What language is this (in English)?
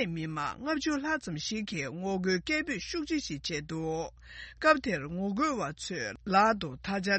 Tibetan